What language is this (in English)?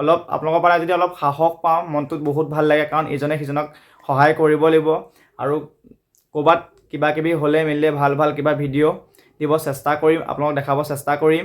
Assamese